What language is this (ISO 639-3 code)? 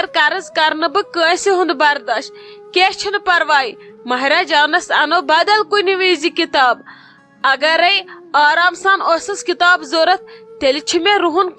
kas